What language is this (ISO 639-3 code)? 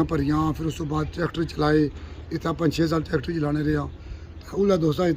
phr